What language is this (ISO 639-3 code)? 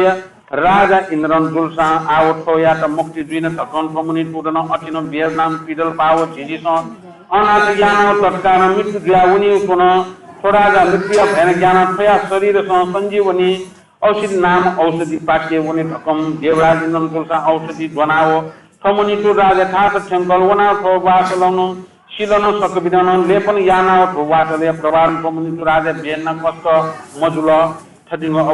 new